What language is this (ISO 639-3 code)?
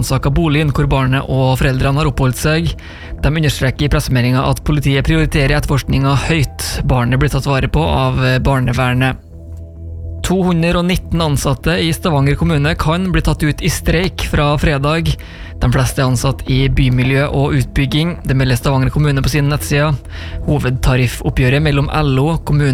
nor